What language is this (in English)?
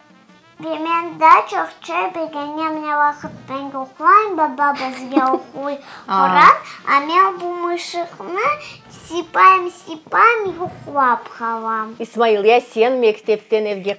Crimean Tatar